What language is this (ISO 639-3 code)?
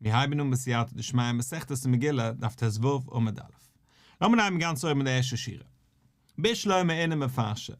yid